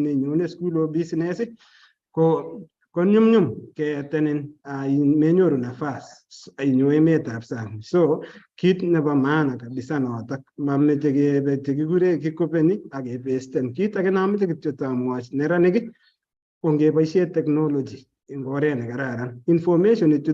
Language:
Kalenjin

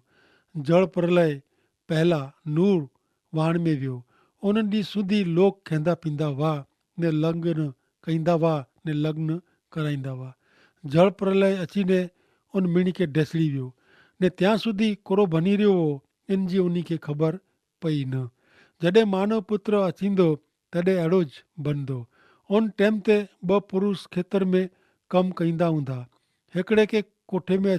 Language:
Kachhi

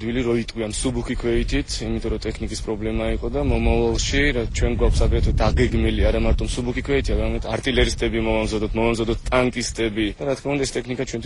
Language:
Georgian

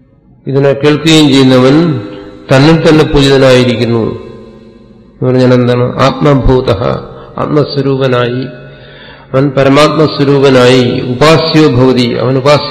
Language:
Malayalam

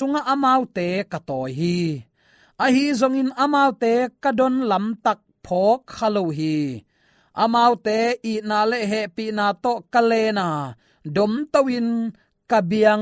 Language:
Tedim Chin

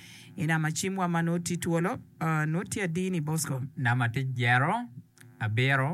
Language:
Acoli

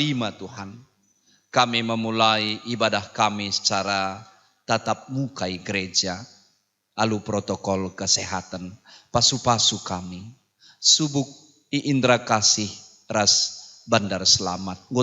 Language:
Batak Karo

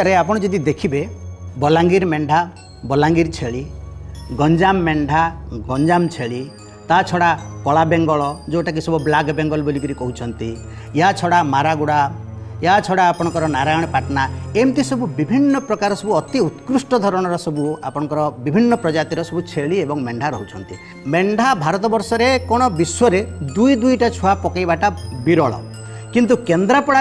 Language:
Odia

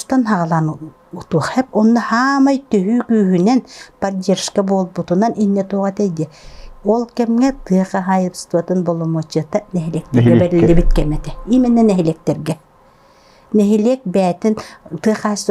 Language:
Yakut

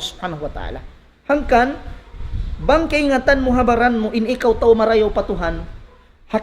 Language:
Tausug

